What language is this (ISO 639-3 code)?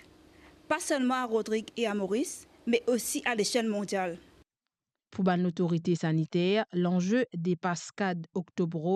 mfe